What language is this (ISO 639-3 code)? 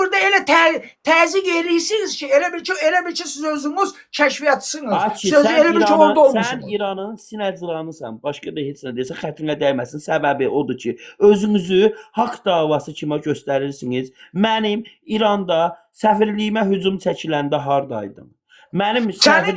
aze